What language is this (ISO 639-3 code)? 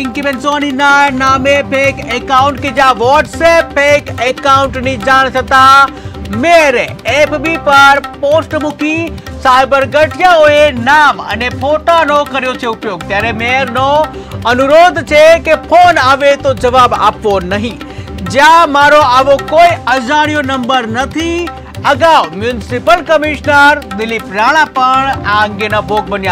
guj